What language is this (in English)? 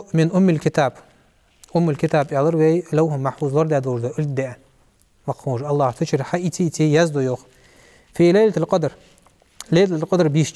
Ingush